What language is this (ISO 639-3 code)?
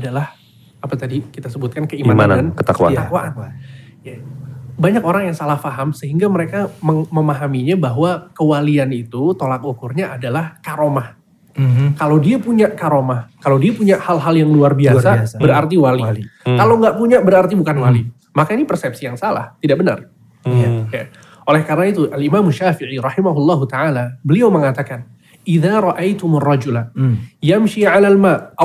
ind